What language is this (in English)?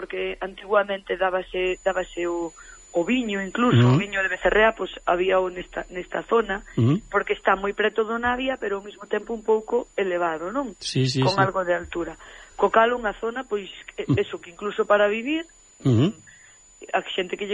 Galician